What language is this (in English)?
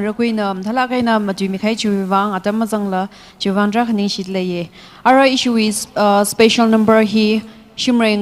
Tangkhul Naga (India)